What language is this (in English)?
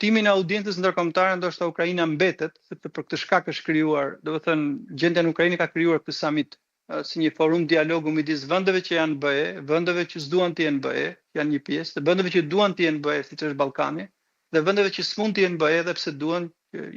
Albanian